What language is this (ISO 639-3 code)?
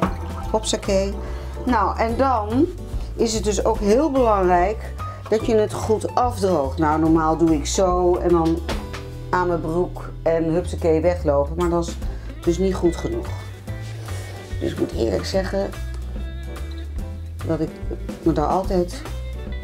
nld